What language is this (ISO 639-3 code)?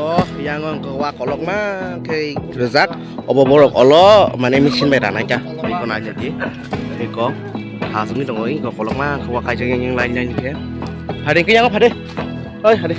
trp